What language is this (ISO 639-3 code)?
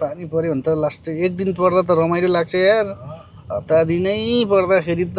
nep